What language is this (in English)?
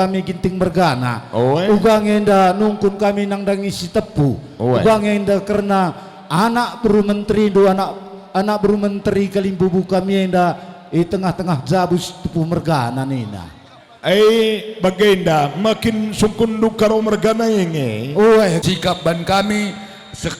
Batak Karo